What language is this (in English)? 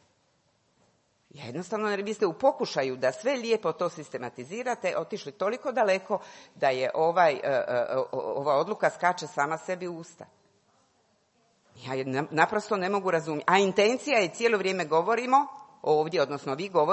Croatian